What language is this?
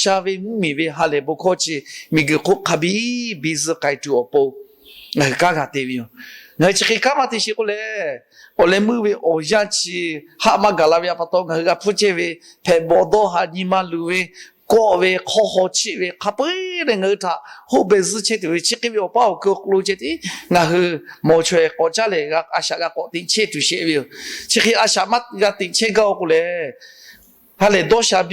Lahu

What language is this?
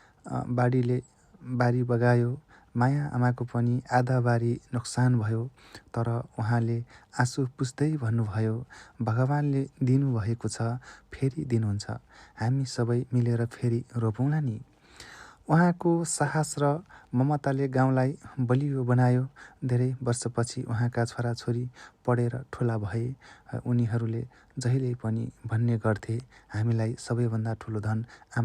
Nepali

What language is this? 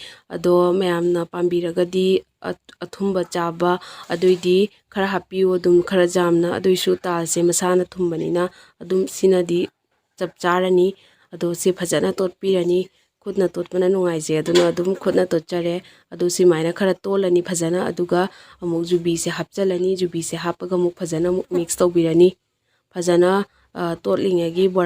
Manipuri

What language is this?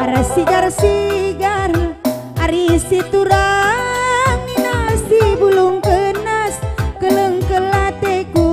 Batak Karo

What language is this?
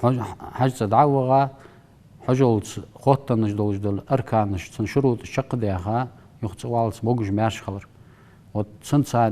Ingush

